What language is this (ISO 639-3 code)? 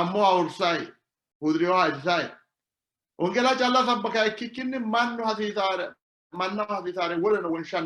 sid